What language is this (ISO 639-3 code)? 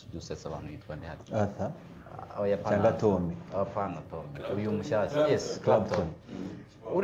kin